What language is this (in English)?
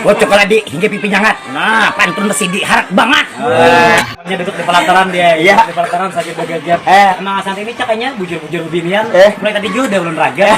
Banjar